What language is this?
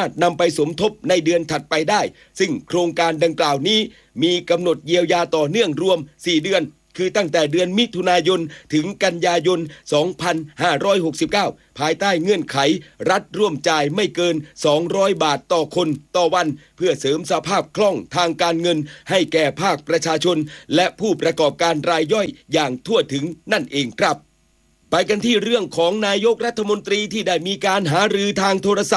Thai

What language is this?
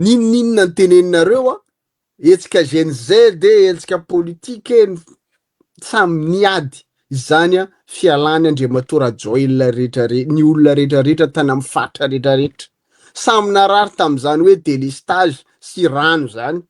Malagasy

